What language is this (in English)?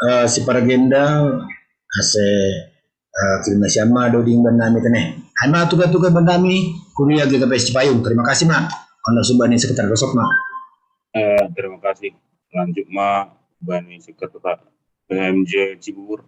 Batak Simalungun